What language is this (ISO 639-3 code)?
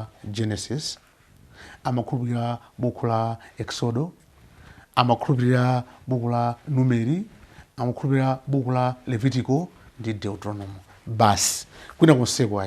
nya